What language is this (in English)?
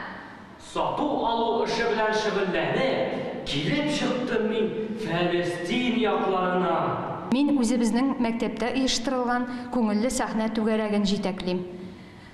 Tatar